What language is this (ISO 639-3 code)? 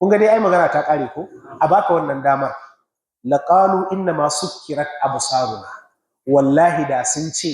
hau